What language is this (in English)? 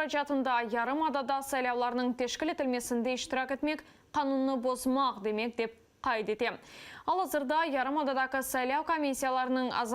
Crimean Tatar